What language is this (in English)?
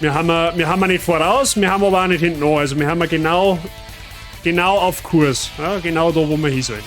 Bavarian